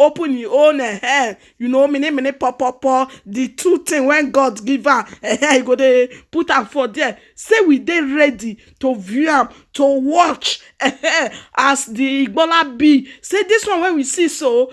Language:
Nigerian Pidgin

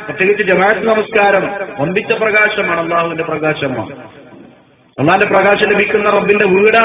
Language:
Malayalam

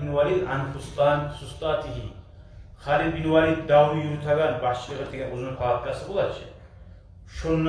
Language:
Kumyk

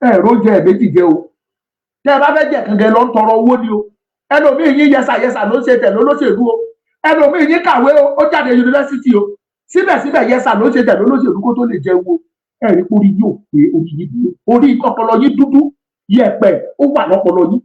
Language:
Yoruba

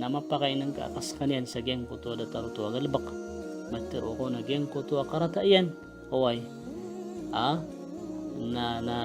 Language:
Maranao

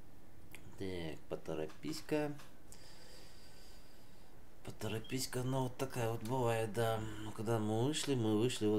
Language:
Russian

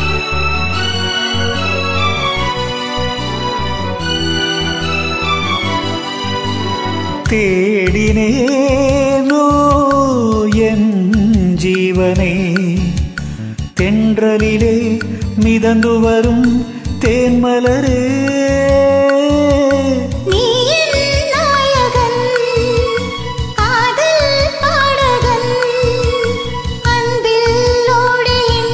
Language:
Tamil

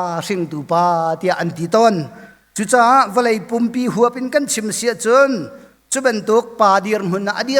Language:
Hakha Chin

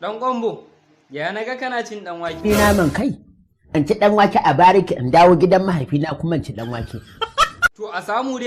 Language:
Hausa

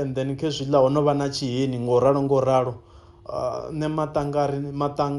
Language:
Venda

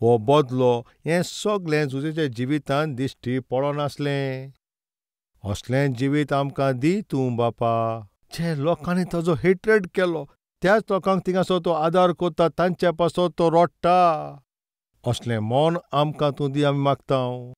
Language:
Konkani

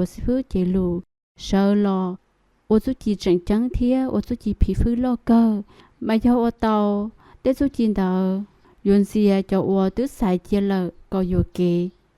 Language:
Hmong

